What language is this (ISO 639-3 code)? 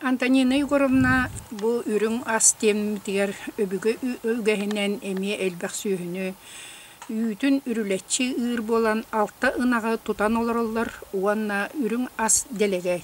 sah